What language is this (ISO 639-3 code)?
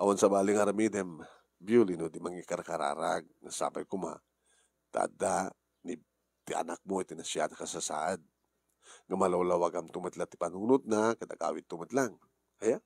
ilo